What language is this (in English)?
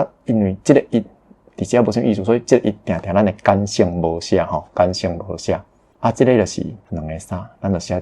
Min Nan Chinese